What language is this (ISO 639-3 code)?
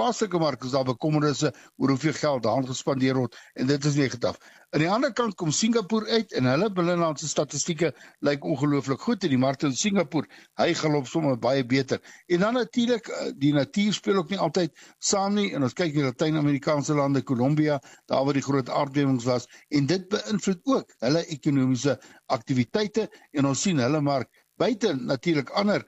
afr